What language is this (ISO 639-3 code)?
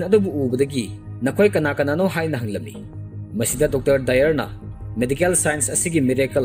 mni